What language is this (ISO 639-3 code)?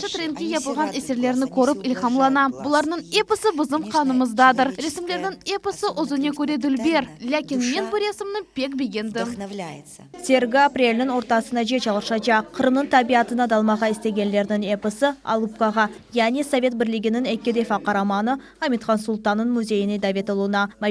crh